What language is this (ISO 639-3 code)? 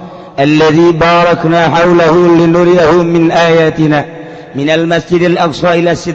sun